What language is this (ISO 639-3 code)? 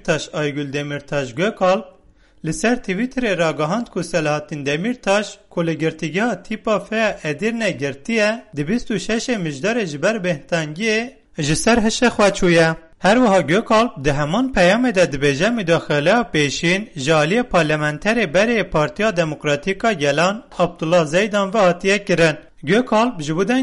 kur